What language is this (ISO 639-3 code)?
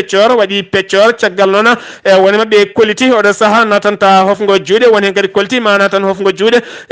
ful